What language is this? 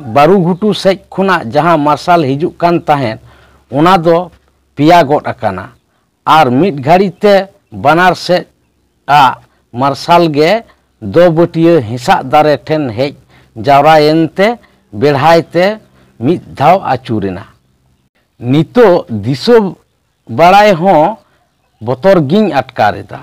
Santali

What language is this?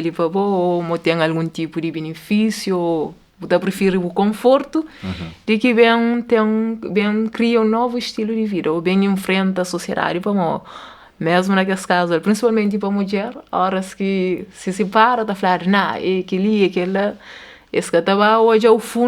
Kabuverdianu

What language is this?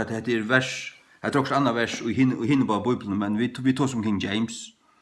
Faroese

